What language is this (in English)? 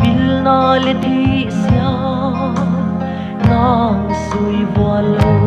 Paite Chin